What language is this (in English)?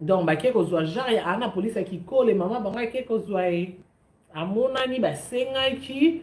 Lingala